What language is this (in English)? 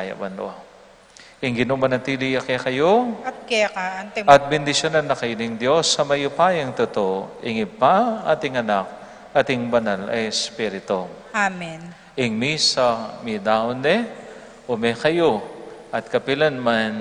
Pampanga